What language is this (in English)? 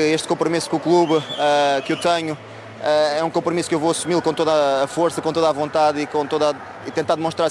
Portuguese